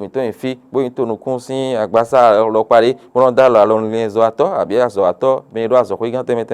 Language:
Fon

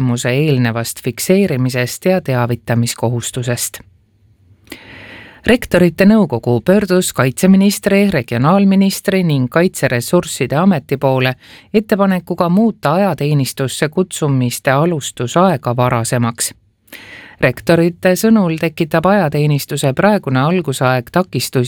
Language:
Estonian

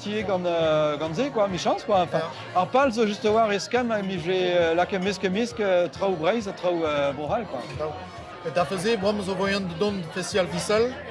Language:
Breton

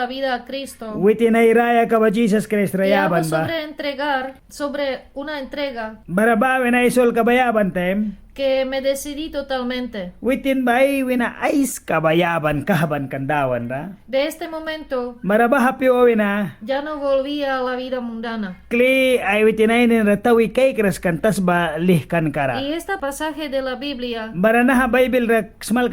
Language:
Mískito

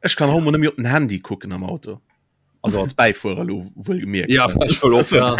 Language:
Luxembourgish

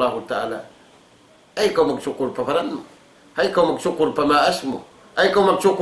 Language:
Tausug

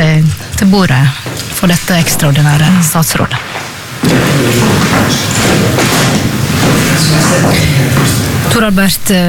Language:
Norwegian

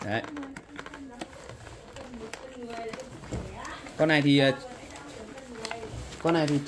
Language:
Vietnamese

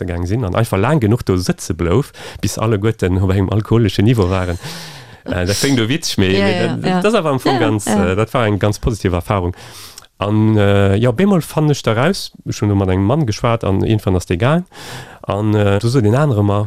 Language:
Luxembourgish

